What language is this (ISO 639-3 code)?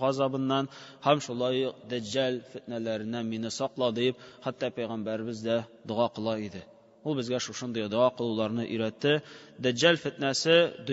tat